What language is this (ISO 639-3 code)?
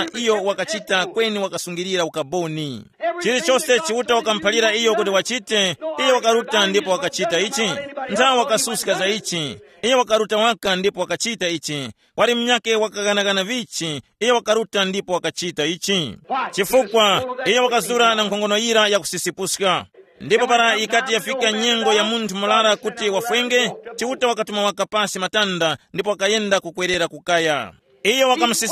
tum